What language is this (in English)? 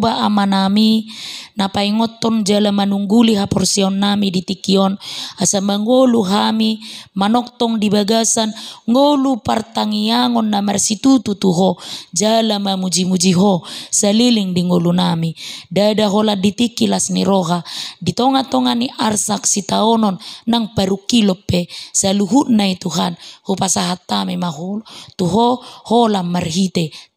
Batak Toba